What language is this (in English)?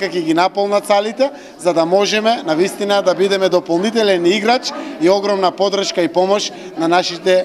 Macedonian